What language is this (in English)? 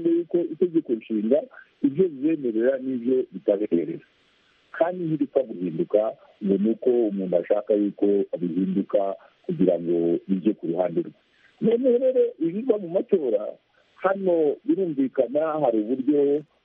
Kinyarwanda